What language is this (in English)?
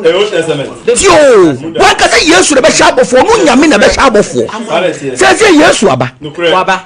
Akan